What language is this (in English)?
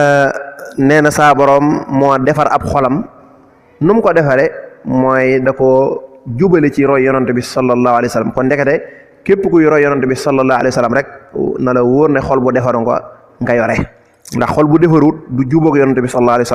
Wolof